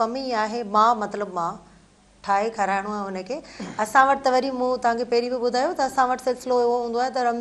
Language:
Sindhi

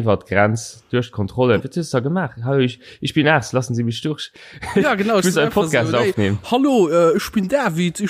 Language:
Luxembourgish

